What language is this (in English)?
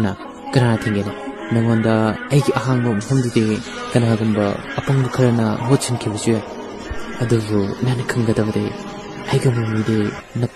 Manipuri